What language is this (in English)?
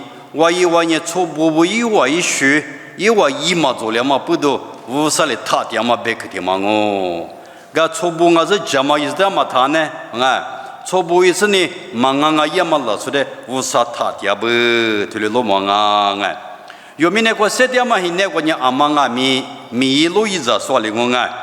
Lisu